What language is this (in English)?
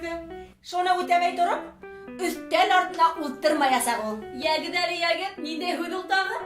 Bashkir